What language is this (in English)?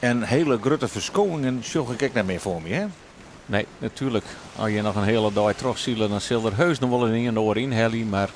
Western Frisian